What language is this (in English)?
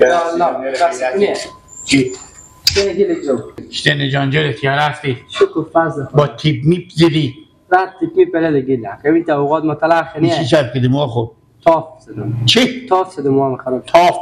Persian